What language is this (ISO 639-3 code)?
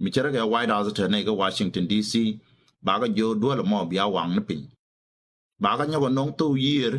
nus